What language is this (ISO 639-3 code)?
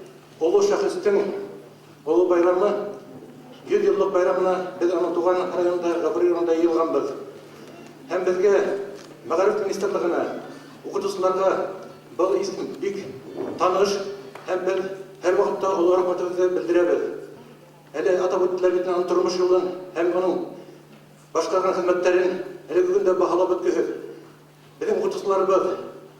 bak